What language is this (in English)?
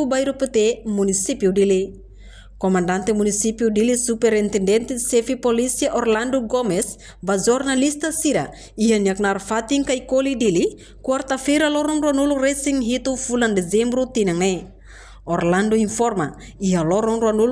Tetum